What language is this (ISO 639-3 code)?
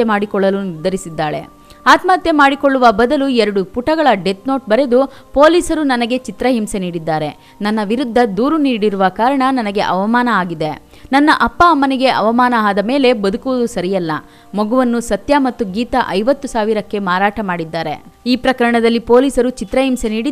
kan